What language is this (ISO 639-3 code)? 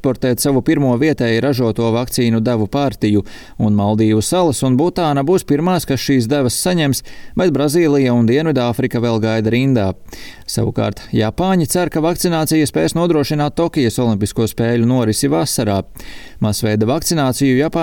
lav